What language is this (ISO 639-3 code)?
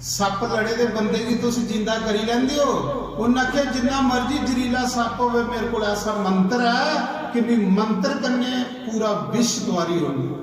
doi